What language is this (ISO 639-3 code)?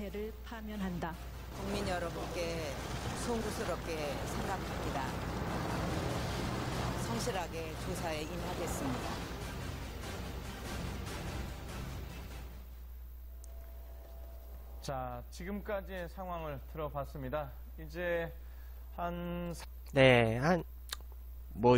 kor